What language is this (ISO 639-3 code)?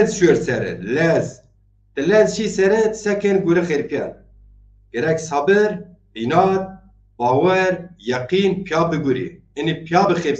zza